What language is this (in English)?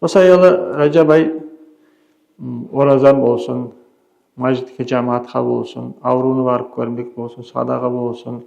Kumyk